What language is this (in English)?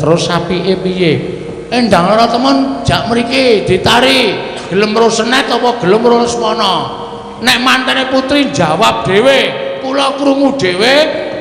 Javanese